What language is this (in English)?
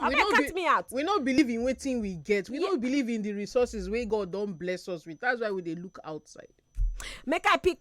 Nigerian Pidgin